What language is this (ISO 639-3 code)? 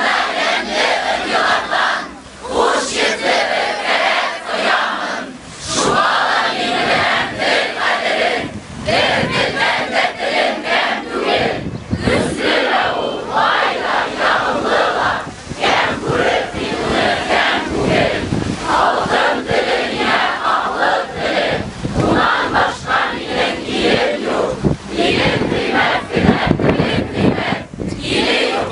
bak